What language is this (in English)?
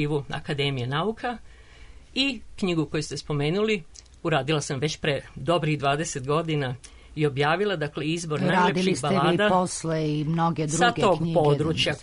Serbian